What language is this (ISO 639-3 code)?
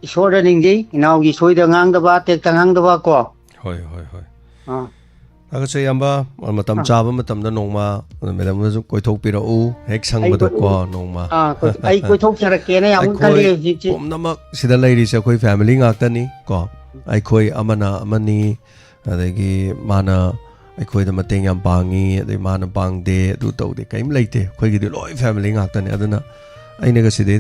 mni